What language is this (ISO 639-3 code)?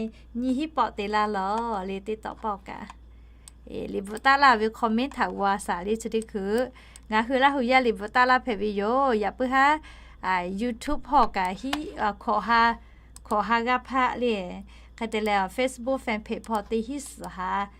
lhu